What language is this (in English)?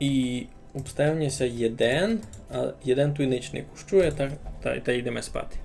Rusyn